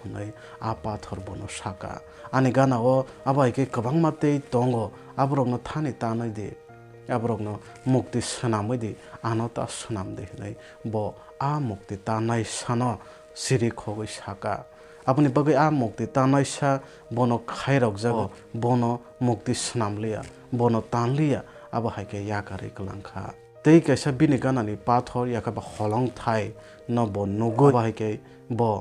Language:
Kok Borok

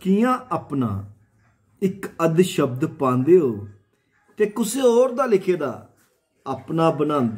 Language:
Dogri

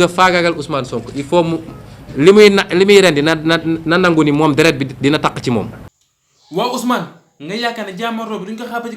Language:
Wolof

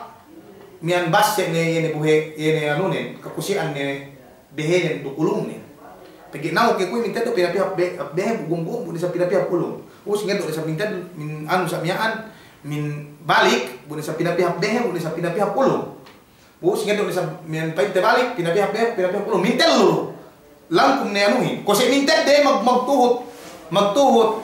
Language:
Yakan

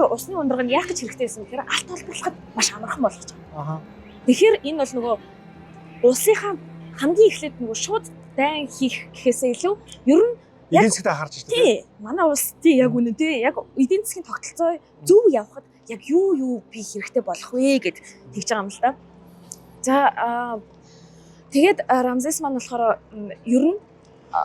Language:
Mongolian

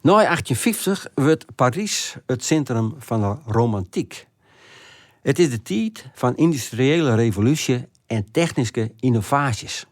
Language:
Western Frisian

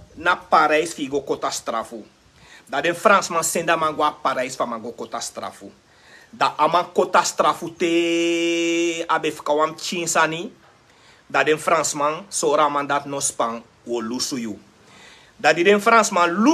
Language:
Sranan Tongo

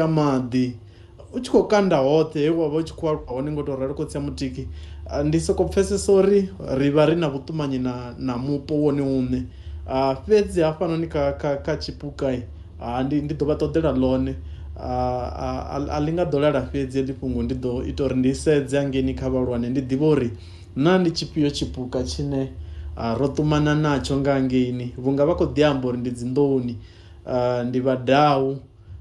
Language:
Venda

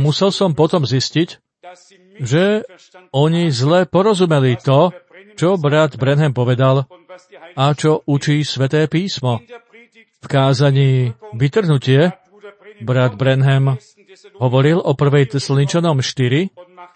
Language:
Slovak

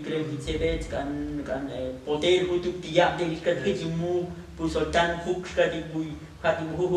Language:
Tzotzil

